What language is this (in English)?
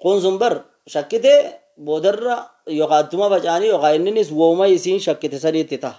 Oromo